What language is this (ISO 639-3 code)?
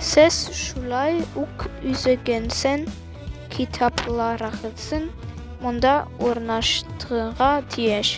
tat